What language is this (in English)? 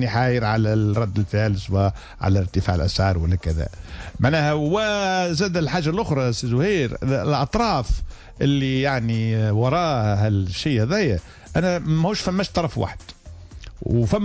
Tunisian Arabic